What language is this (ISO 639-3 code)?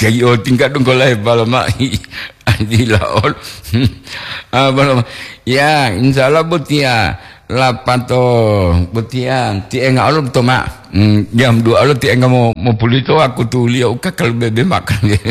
gor